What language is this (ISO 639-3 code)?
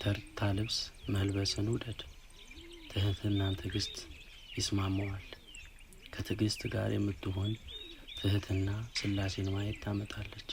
amh